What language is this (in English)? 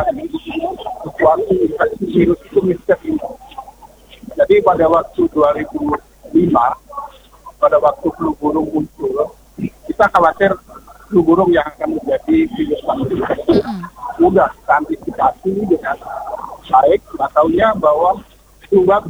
Indonesian